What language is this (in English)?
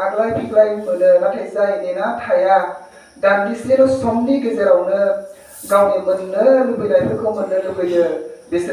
Bodo